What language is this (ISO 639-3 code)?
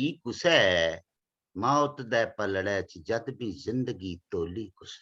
doi